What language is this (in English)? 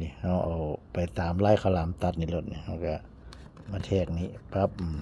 Northeastern Thai